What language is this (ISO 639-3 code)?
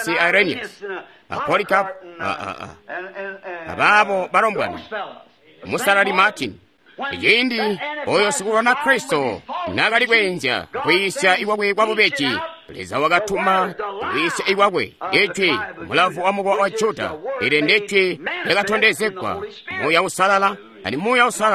toi